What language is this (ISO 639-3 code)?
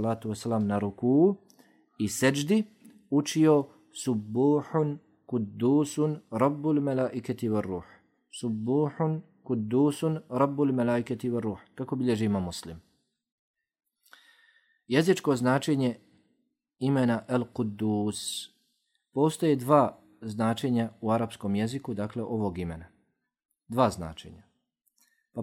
bos